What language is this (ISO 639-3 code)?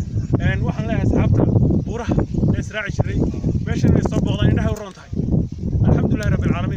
som